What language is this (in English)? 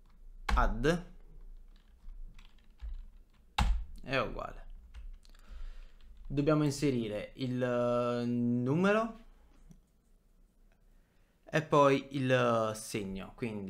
Italian